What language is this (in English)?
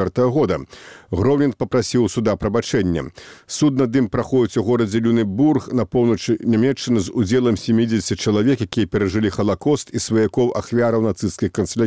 Belarusian